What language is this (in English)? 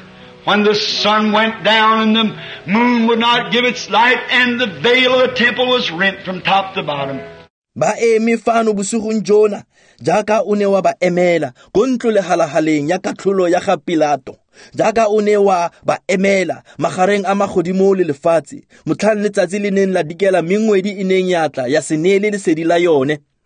Tswana